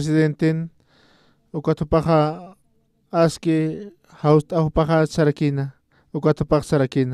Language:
Aymara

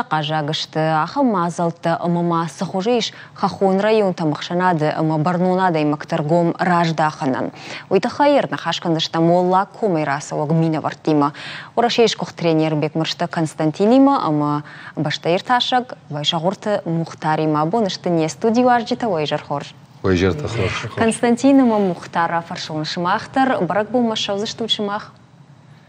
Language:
Ossetic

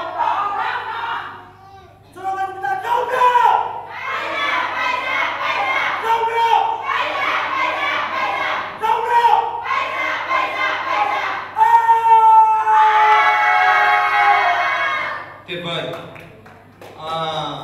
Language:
Vietnamese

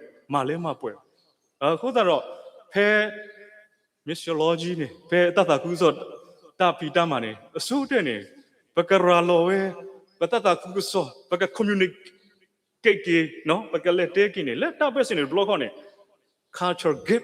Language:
S'gaw Karen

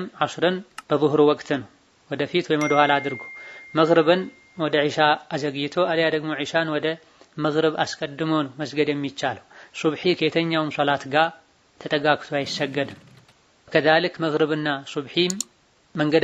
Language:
Amharic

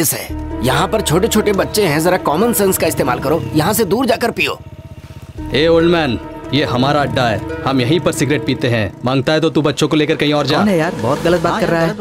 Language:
Hindi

